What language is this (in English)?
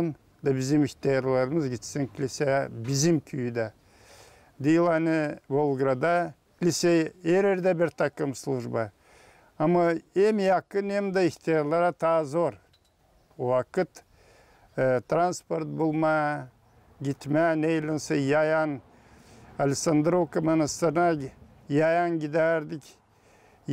Gagauz